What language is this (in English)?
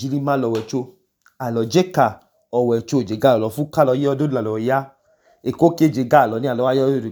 Idoma